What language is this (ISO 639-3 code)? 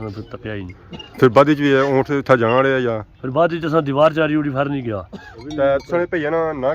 phr